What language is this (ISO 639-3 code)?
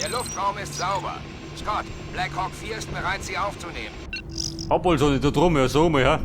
bar